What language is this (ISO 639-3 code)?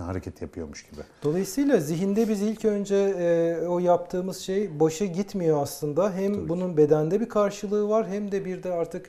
tur